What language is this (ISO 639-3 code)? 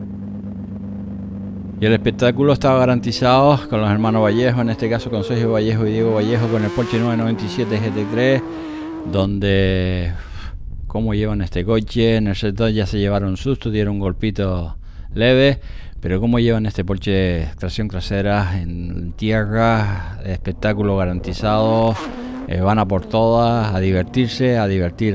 spa